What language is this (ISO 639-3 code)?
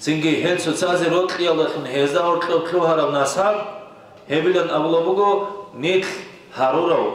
ava